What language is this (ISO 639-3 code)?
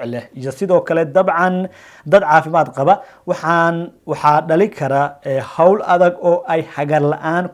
som